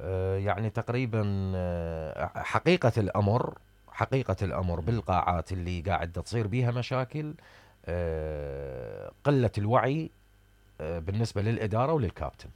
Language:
Mesopotamian Arabic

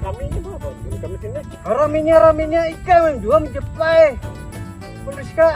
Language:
Banjar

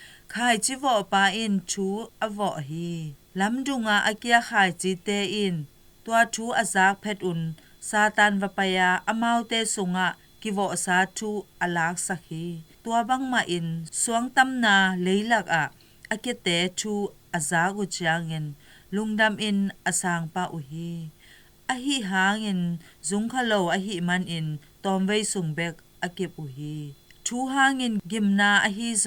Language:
Tedim Chin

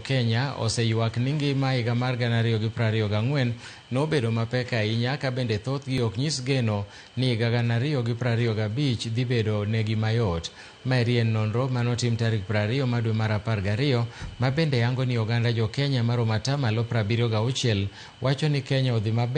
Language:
Luo (Kenya and Tanzania)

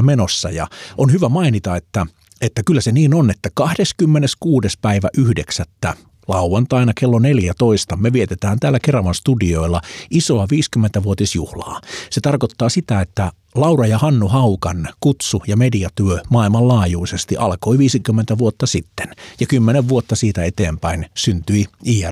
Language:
Finnish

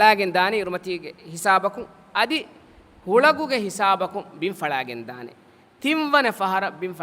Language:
Divehi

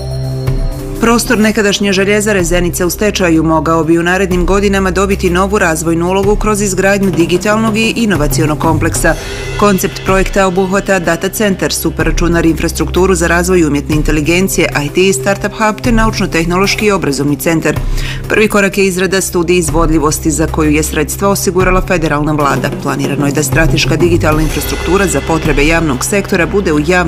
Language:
Bosnian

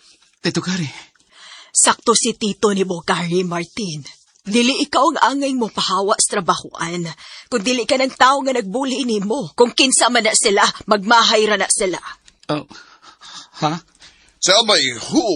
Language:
Cebuano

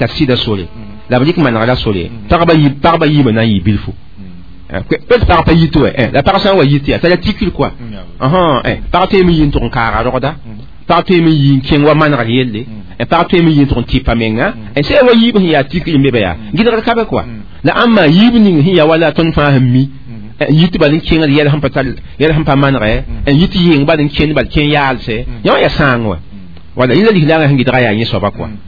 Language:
Mossi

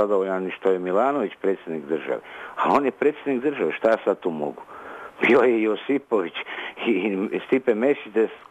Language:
Croatian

